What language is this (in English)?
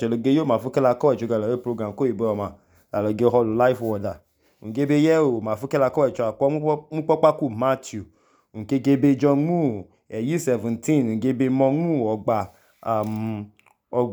Idoma